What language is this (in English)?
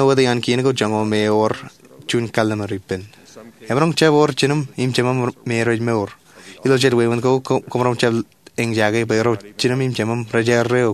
Marshallese